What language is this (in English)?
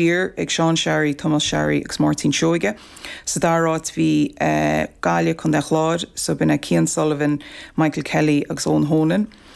Irish